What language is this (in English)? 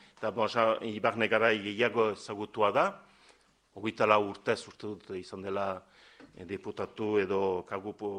Basque